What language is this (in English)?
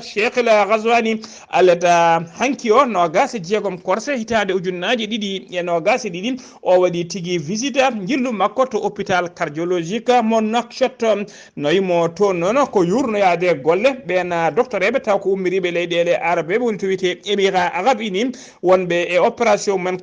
Fula